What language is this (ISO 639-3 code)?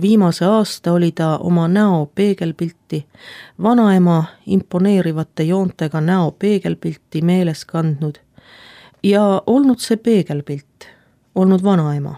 est